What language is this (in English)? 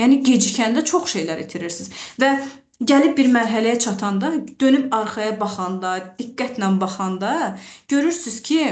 Azerbaijani